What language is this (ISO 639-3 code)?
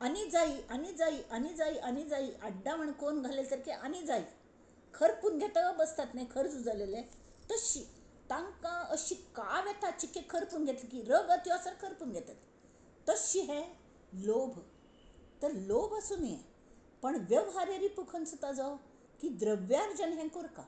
kok